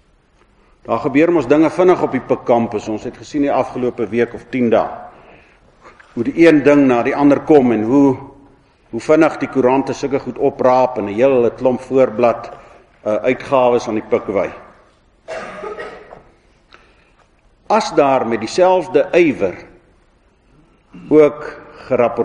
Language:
Afrikaans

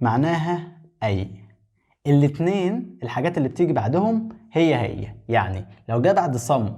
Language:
Egyptian Arabic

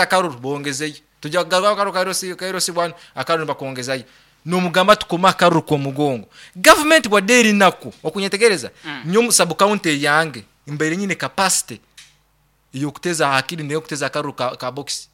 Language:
Nyankole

